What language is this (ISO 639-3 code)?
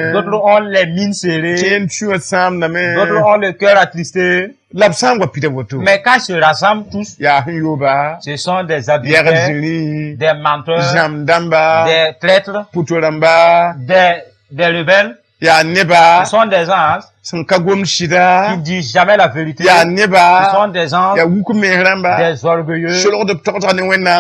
mos